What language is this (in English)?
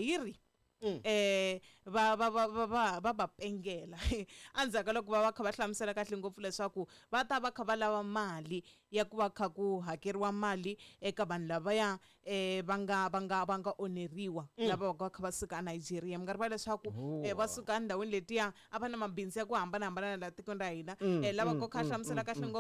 Tsonga